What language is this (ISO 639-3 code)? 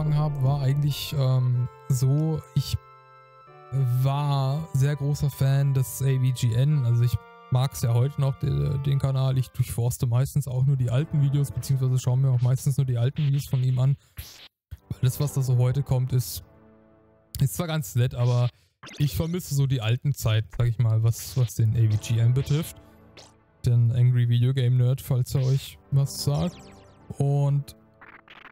deu